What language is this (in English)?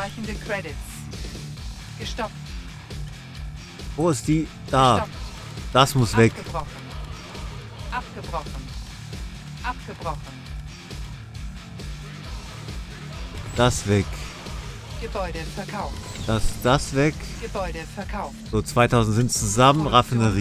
German